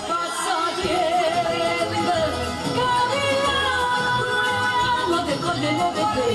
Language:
Neapolitan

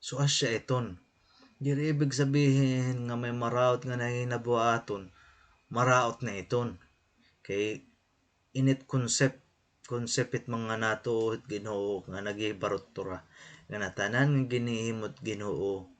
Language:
Waray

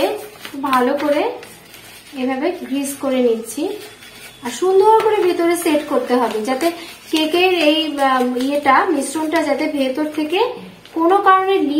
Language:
Bangla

